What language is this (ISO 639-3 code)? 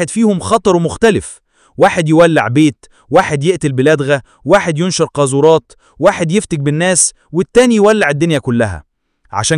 arz